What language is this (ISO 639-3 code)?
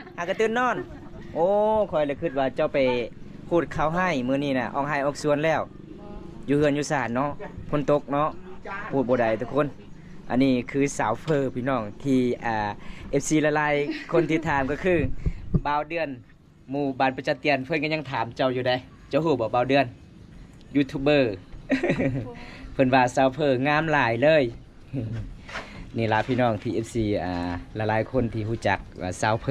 lao